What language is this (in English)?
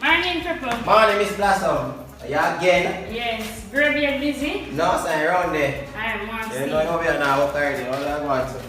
Jamaican Creole English